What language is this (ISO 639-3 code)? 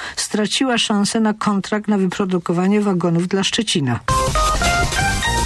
pol